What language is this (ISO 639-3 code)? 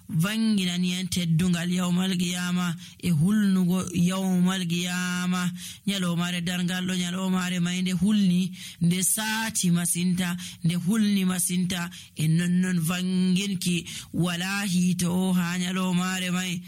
fuv